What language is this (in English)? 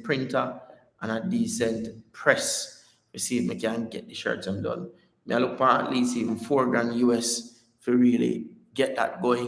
Jamaican Creole English